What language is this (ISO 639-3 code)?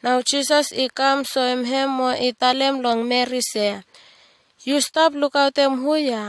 bis